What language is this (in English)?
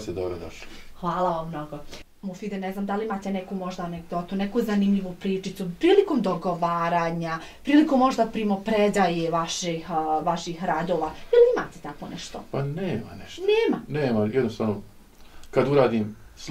Bosnian